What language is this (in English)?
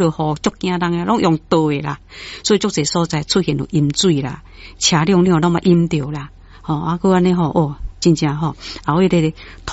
Min Nan Chinese